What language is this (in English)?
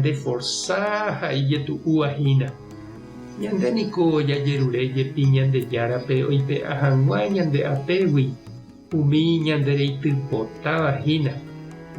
Guarani